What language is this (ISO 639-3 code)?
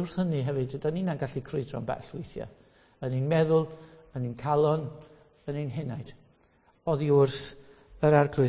cym